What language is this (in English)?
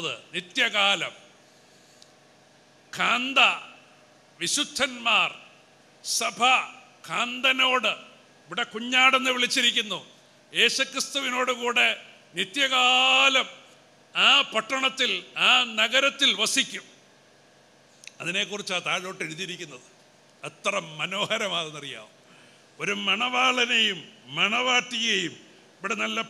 Malayalam